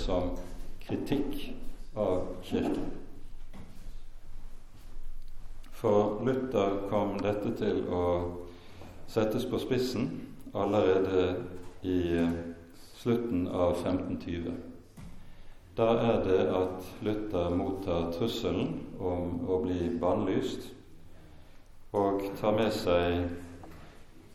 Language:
Norwegian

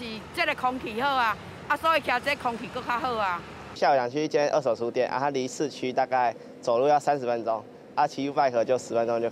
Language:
Hakka Chinese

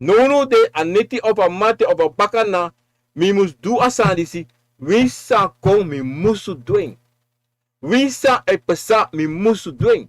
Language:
Sranan Tongo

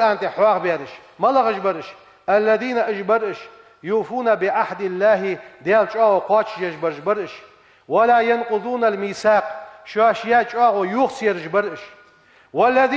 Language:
Ingush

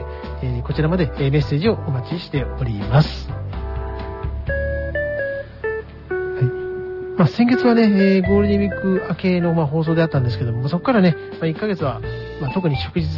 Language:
Japanese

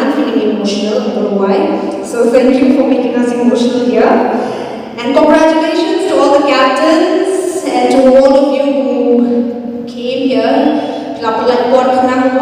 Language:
Khasi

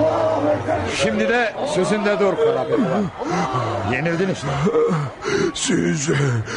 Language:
Turkish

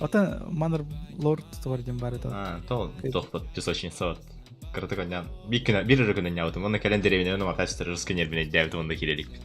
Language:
Yakut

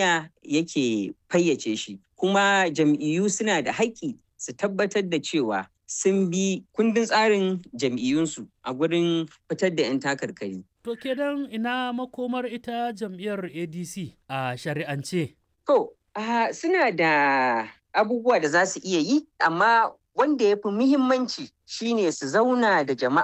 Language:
Hausa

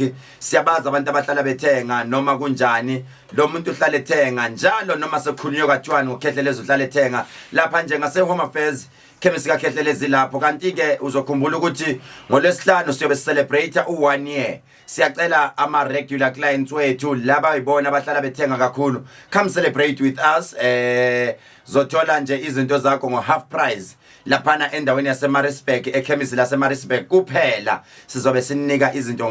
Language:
Zulu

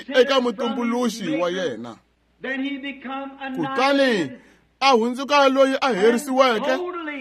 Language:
Tsonga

